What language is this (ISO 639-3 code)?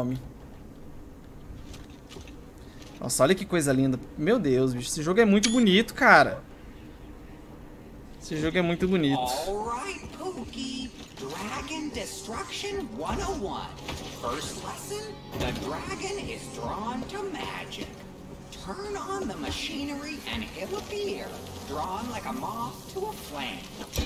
por